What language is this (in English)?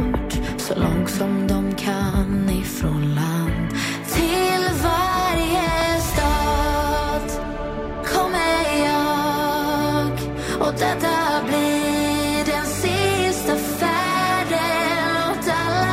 Swedish